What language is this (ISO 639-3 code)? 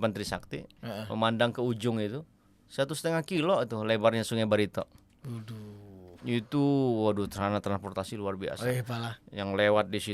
bjn